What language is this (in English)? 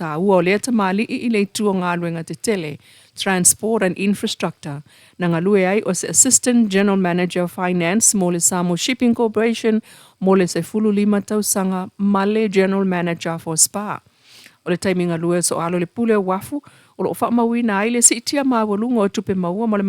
Samoan